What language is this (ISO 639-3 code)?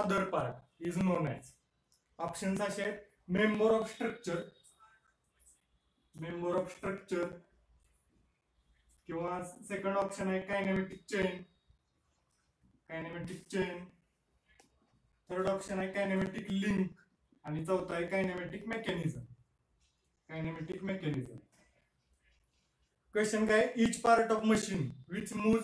mar